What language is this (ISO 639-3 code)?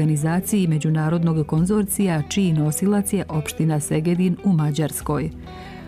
srp